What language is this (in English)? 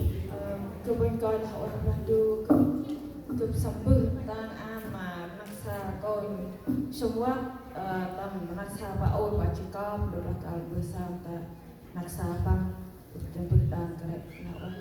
Central Mnong